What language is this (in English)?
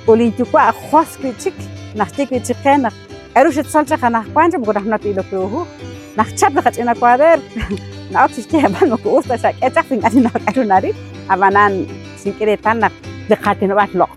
Kekchí